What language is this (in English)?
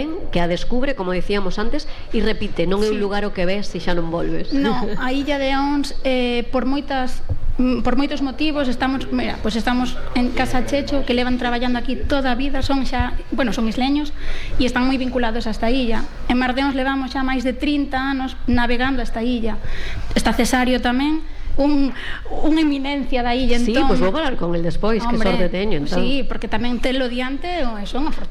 Galician